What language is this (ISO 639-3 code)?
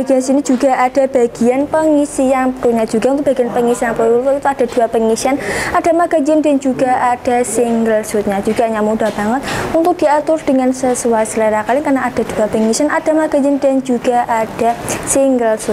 ind